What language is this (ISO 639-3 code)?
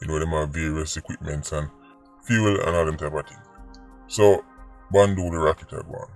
jam